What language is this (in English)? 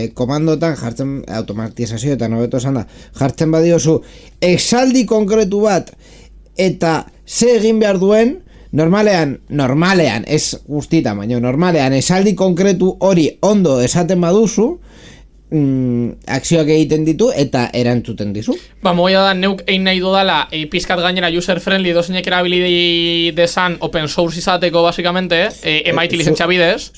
Basque